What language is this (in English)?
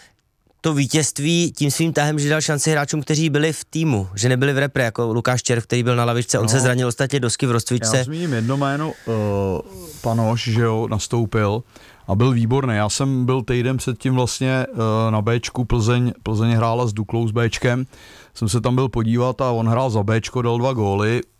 Czech